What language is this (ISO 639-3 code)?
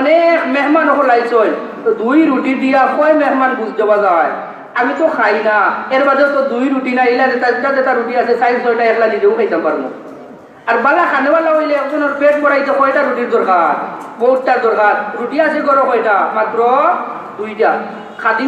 syl